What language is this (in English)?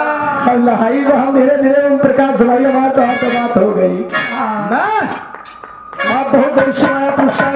Bhojpuri